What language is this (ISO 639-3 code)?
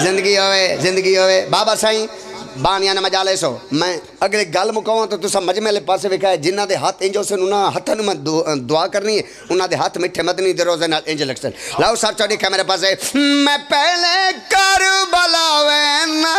phr